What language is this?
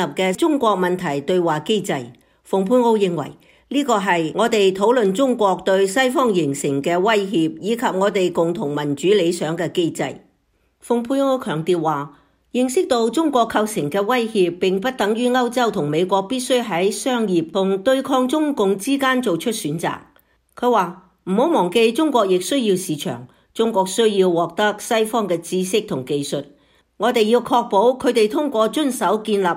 Cantonese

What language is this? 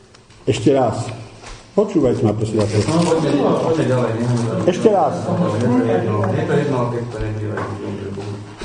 Slovak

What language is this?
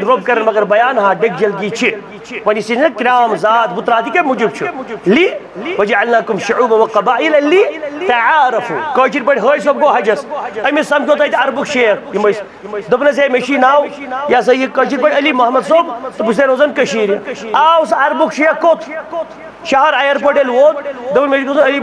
Kashmiri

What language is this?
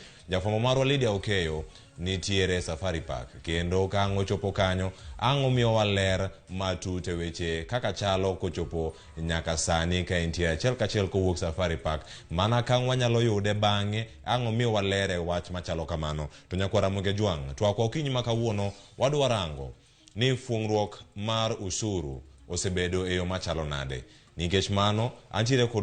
Luo (Kenya and Tanzania)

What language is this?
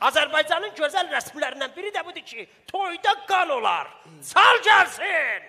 South Azerbaijani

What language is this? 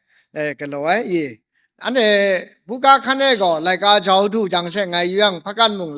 Kachin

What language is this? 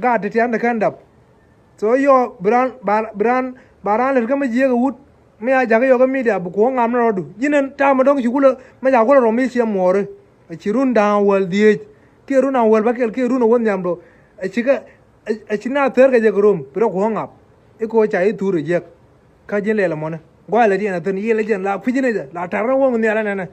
Nuer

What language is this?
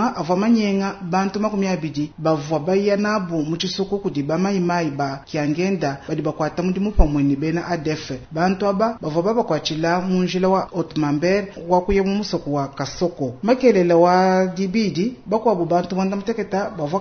Luba-Lulua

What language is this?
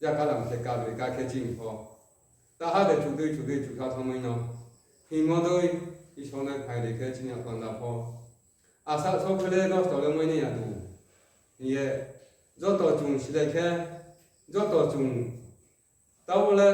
Riang (India)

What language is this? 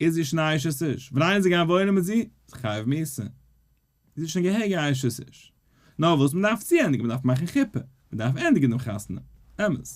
Yiddish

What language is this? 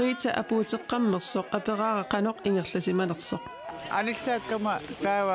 Kalaallisut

